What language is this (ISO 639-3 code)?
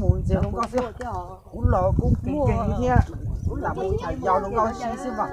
hmn